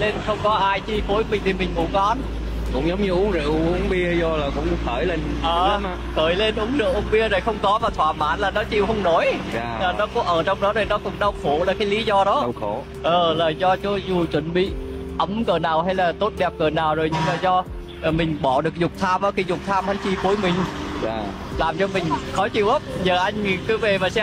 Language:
Vietnamese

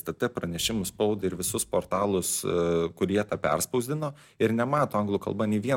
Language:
Lithuanian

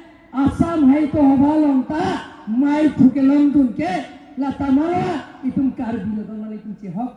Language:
Karbi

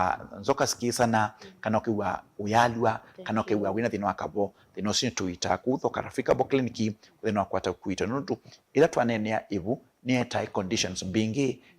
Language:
Kamba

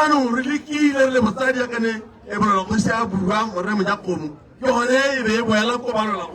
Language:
Tswana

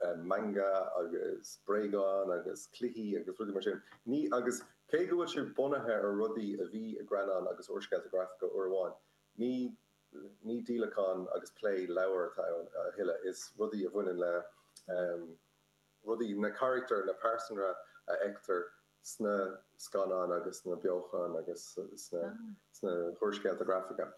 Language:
Irish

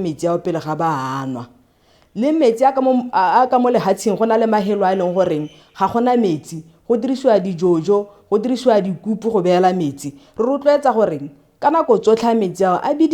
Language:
Tswana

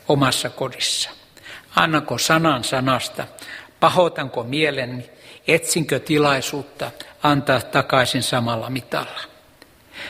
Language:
Finnish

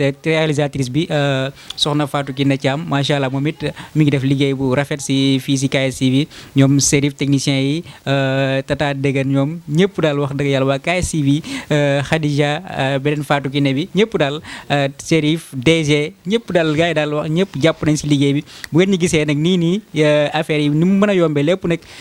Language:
Wolof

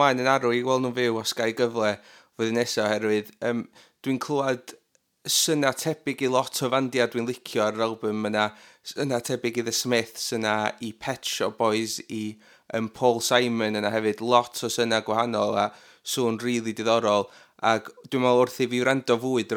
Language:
Welsh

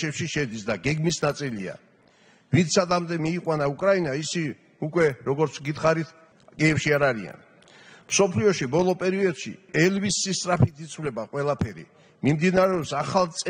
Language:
Georgian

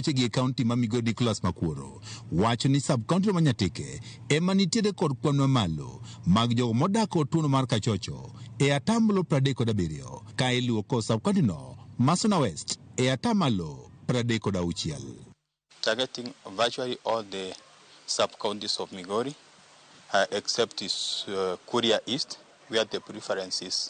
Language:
Luo (Kenya and Tanzania)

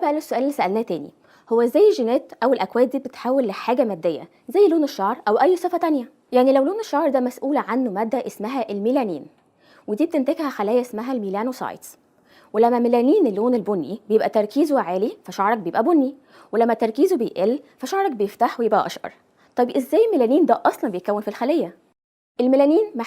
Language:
Egyptian Arabic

